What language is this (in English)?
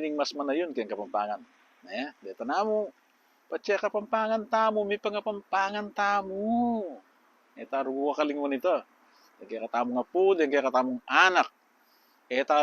Pampanga